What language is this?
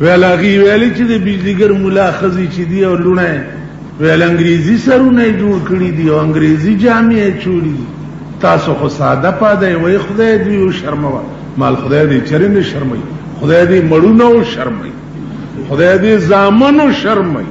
Pashto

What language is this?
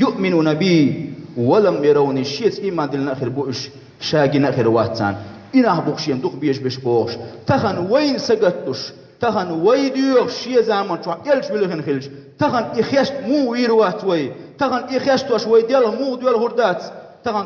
Chechen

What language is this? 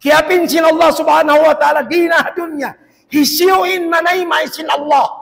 Tausug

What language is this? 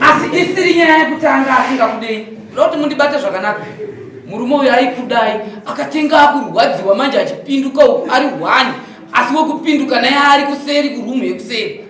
Shona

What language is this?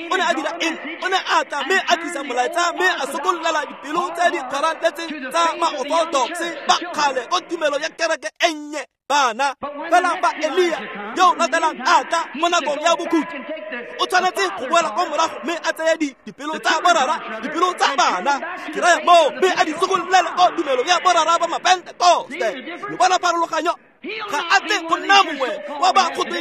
Tswana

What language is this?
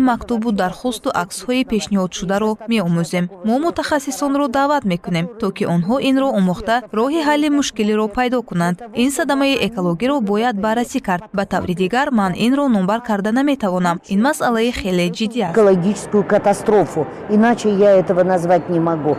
Tajik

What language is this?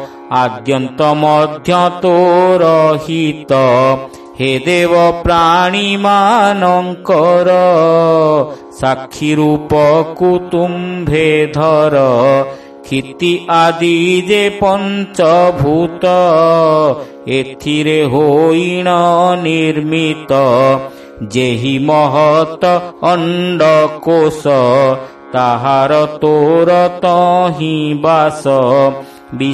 Odia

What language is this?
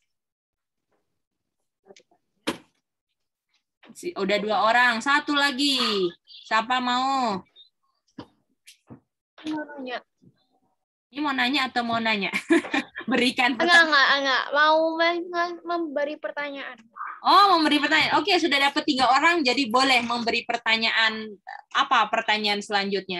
Indonesian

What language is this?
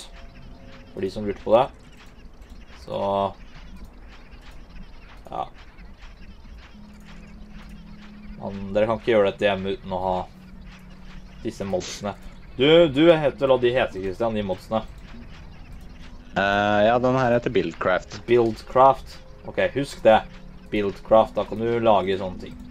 Norwegian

